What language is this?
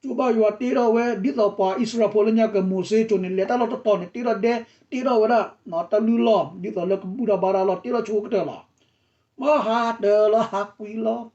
S'gaw Karen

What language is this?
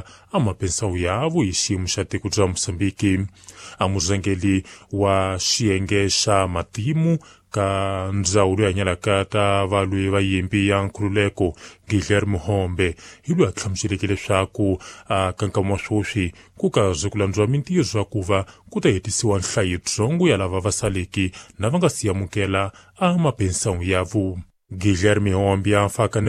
Tsonga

